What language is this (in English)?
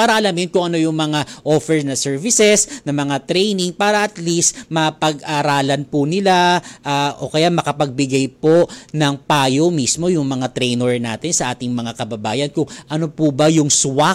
Filipino